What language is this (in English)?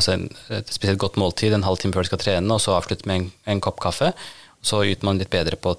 Norwegian